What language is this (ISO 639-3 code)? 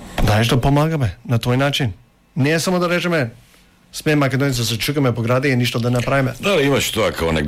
mkd